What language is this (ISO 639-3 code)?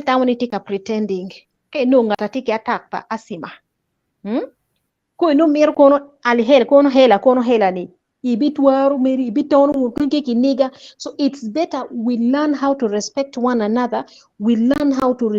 ach